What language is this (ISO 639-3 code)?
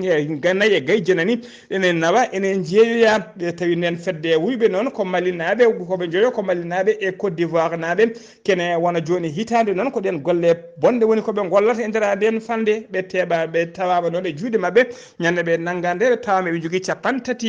ful